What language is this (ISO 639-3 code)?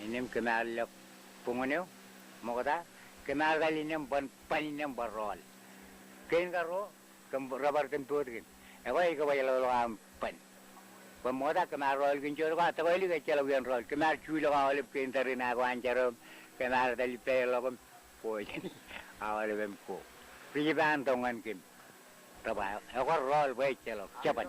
mah